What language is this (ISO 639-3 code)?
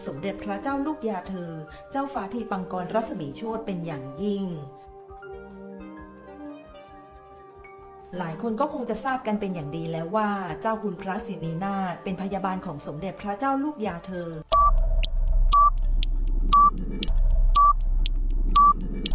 tha